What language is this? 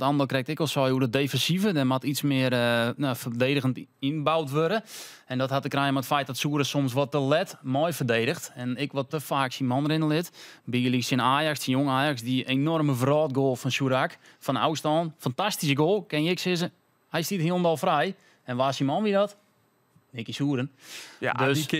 Western Frisian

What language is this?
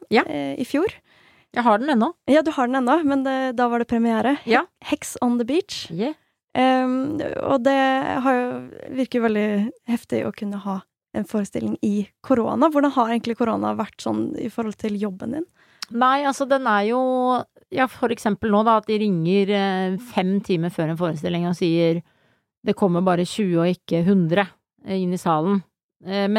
Norwegian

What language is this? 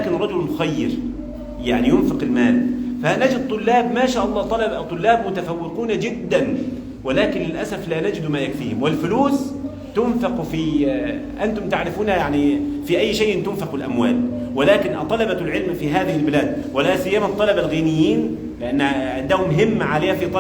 Pular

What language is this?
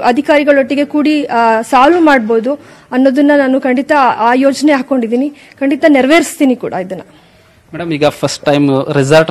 Kannada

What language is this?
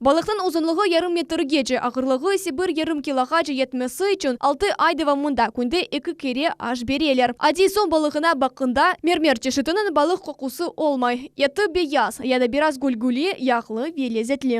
Crimean Tatar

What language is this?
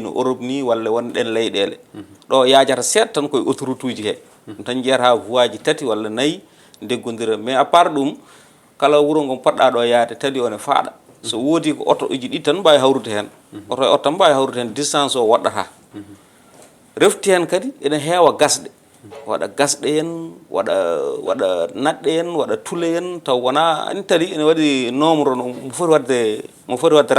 Fula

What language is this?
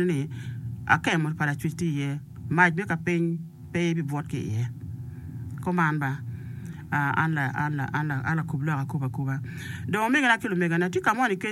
Acoli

